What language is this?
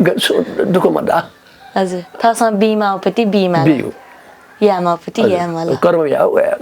Newari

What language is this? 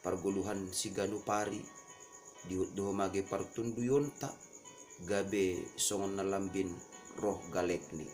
Batak Simalungun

